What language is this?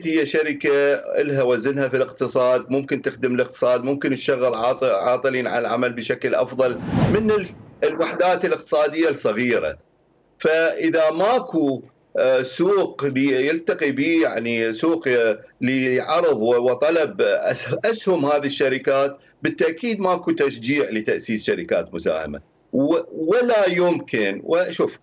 Mesopotamian Arabic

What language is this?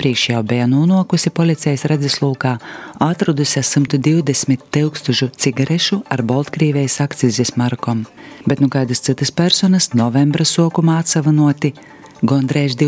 Latvian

